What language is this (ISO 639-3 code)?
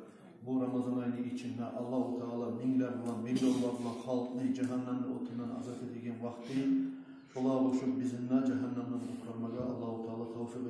kum